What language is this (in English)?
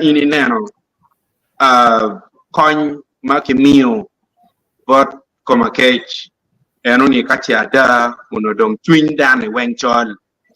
Acoli